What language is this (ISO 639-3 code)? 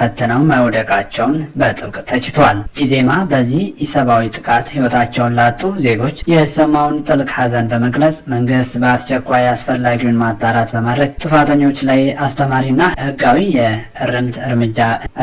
amh